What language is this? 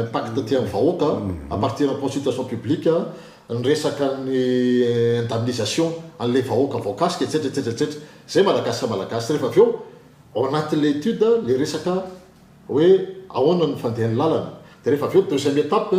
Malagasy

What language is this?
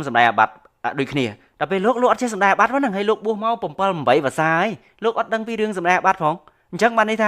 Khmer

